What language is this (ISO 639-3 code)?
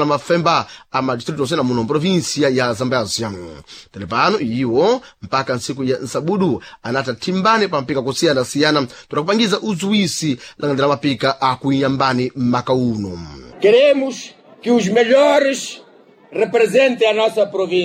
seh